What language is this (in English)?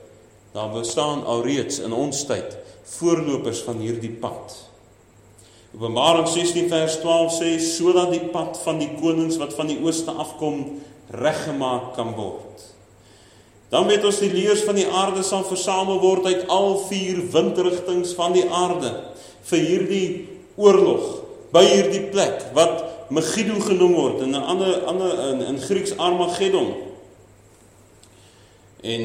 Afrikaans